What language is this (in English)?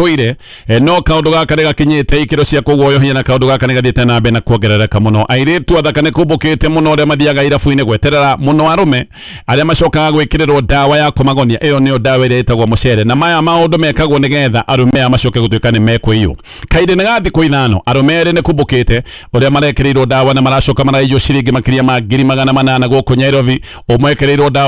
Kikuyu